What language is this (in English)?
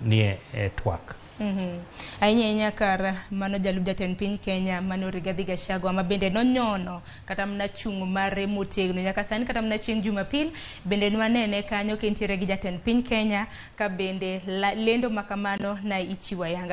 Luo (Kenya and Tanzania)